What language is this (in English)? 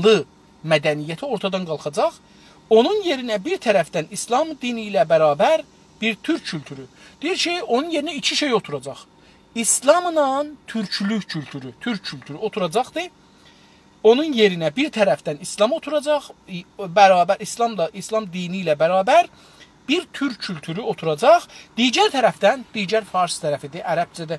South Azerbaijani